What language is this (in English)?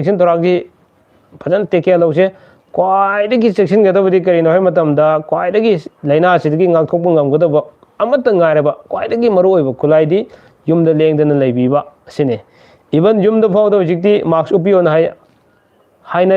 Manipuri